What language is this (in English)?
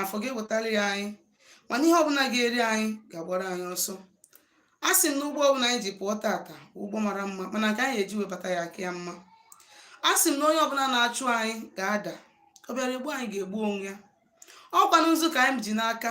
Igbo